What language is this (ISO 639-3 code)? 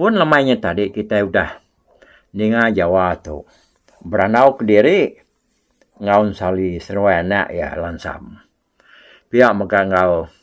iba